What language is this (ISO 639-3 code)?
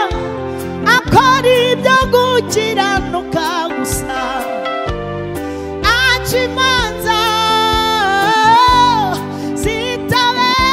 kin